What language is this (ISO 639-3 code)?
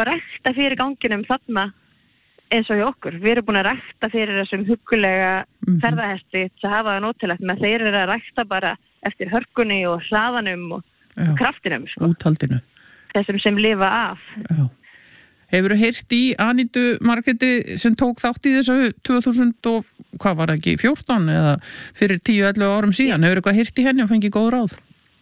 isl